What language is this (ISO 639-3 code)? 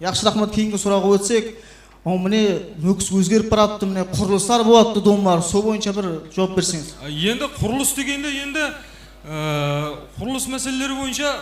kaa